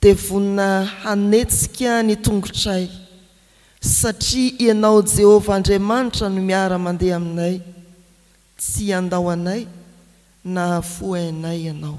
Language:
Malagasy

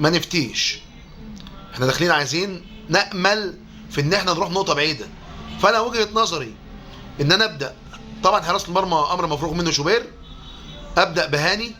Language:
Egyptian Arabic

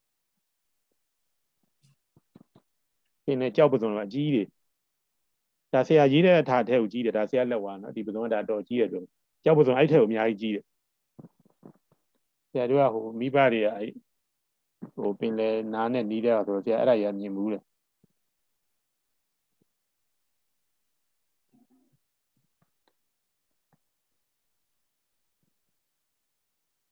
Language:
Burmese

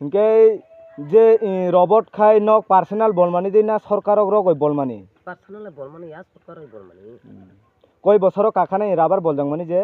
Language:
Kok Borok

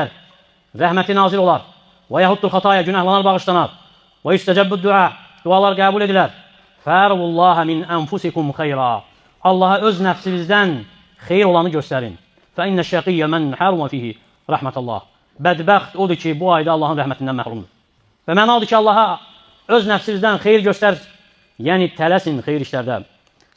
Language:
Azerbaijani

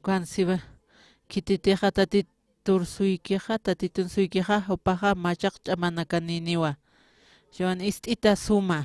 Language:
Aymara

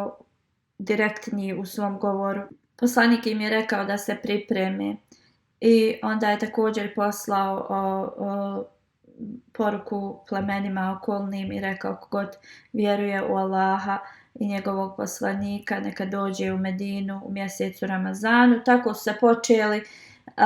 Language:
Bosnian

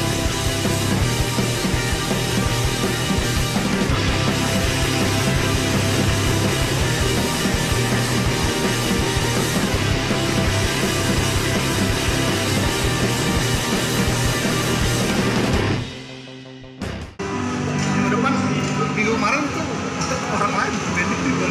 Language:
Indonesian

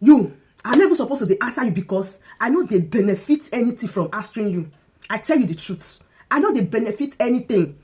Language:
Nigerian Pidgin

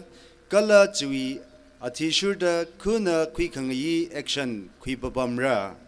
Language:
Tangkhul Naga (India)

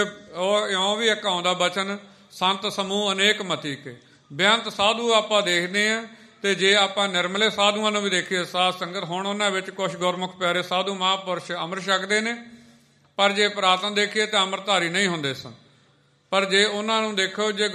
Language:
Punjabi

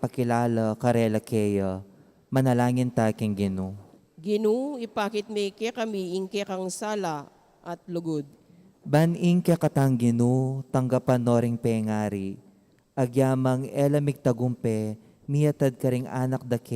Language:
Pampanga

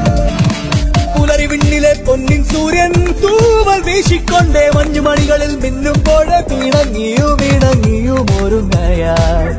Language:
Malayalam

